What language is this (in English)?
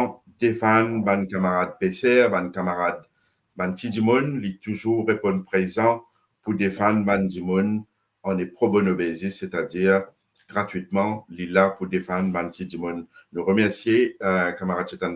Morisyen